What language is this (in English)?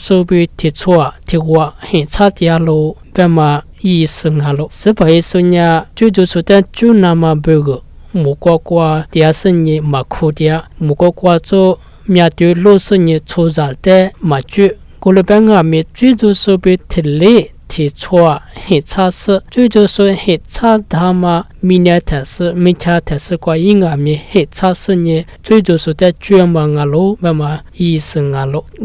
Lisu